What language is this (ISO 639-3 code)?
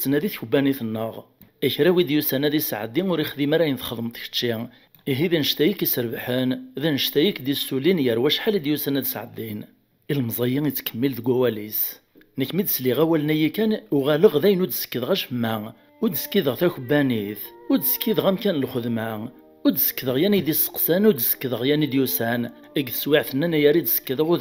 kab